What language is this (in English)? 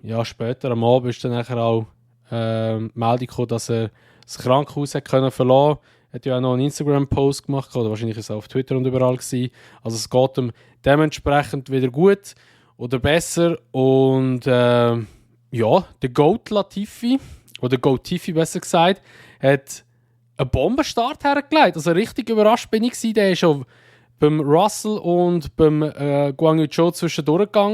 Swiss German